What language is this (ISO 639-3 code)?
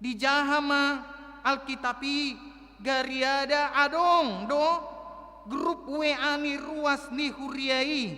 bbc